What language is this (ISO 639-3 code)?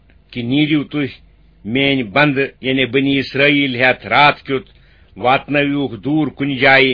kas